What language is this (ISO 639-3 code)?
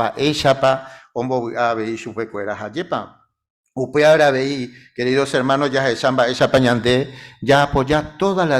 grn